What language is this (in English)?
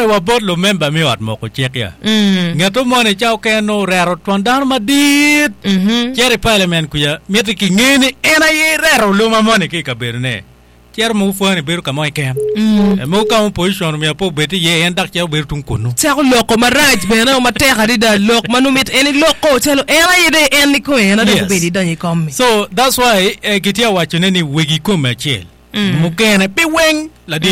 Acoli